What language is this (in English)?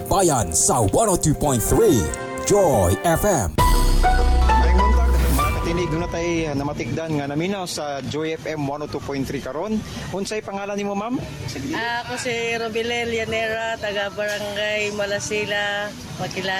Cebuano